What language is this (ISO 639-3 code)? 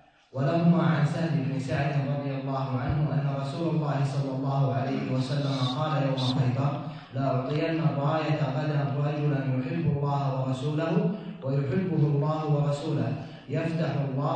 ara